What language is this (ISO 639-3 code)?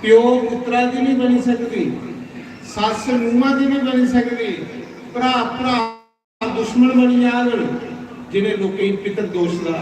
doi